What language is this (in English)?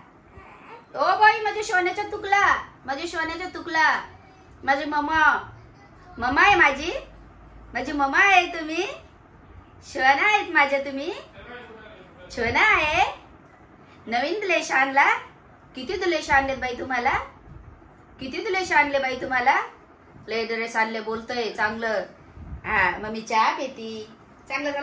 Marathi